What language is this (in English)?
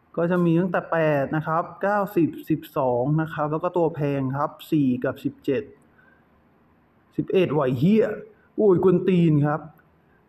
Thai